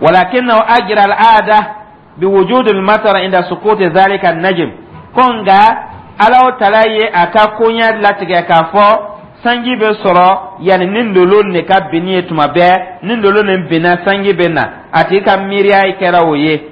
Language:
Dyula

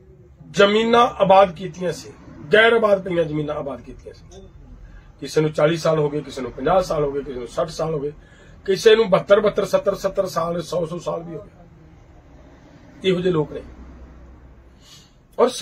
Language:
Punjabi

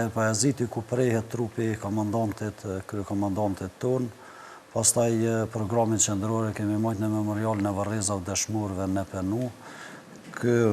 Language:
Albanian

